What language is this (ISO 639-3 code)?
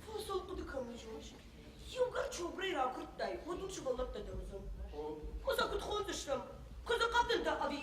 oss